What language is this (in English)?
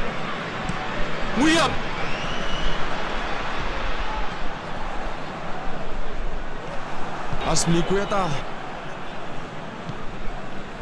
Vietnamese